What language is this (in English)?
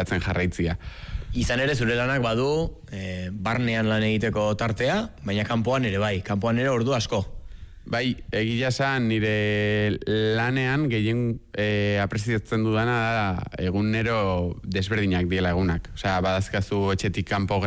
Basque